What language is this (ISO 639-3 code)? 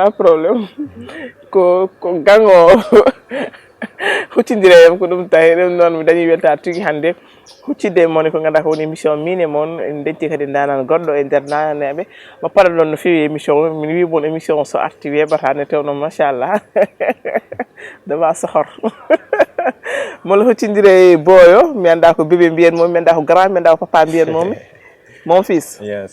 ful